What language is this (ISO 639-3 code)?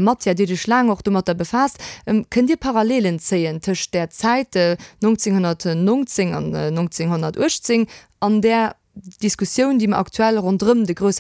ltz